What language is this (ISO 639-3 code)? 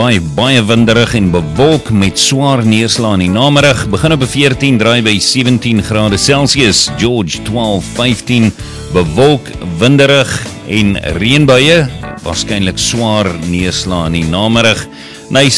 afr